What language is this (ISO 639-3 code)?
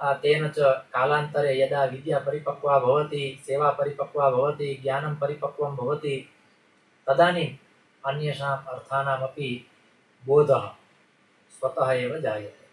san